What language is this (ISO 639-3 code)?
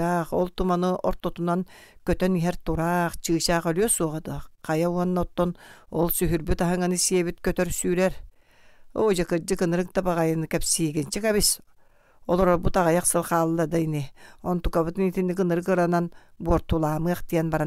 sah